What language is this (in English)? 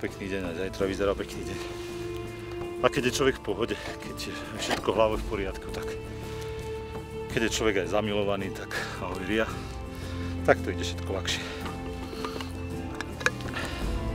Slovak